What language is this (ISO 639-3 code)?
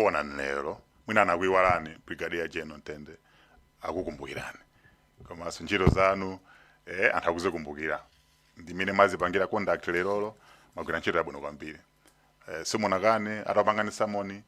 nya